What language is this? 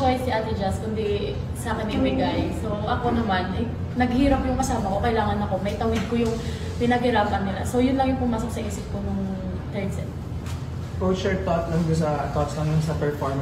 Filipino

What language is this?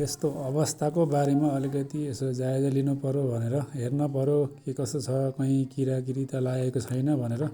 Nepali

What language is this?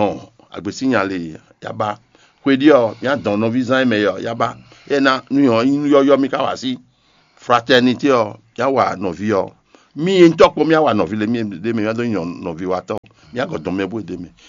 Fon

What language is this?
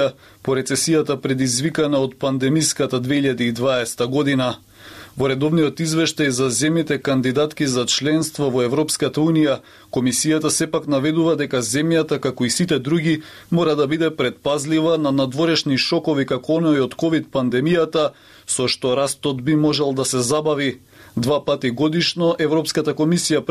Macedonian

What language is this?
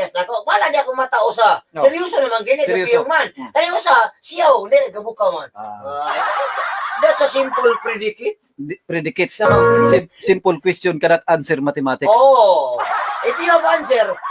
Cebuano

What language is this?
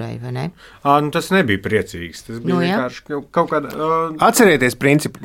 Latvian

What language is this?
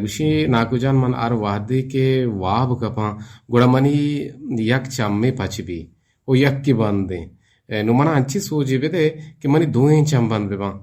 Eastern Balochi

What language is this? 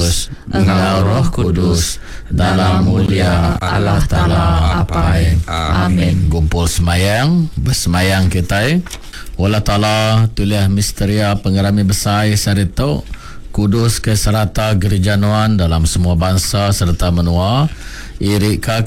Iban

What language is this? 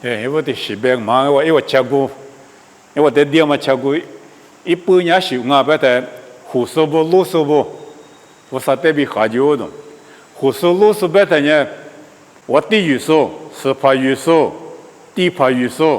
Lisu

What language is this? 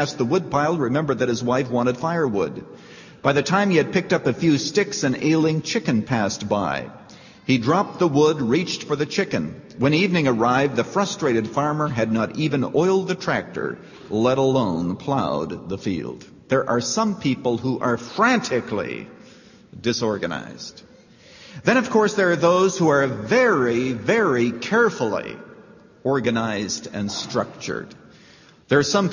English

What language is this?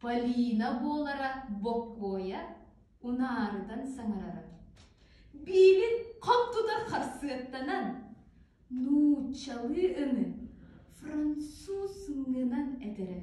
Yakut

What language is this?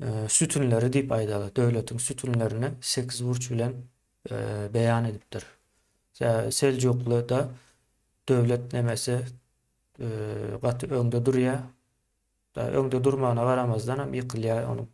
Turkmen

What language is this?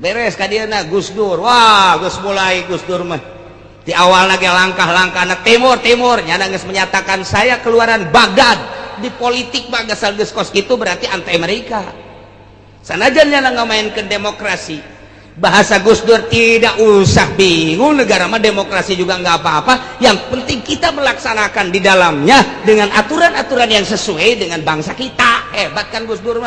Sundanese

